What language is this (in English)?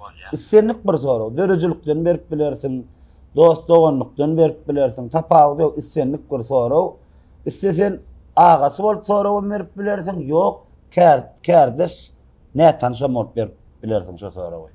Turkmen